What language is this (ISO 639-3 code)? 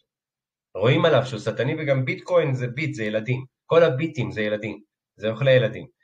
heb